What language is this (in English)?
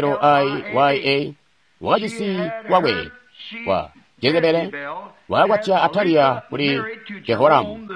Tonga (Zambia)